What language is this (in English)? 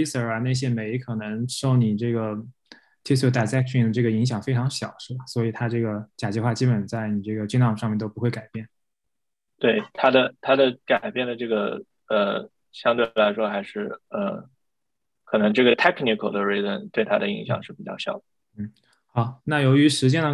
Chinese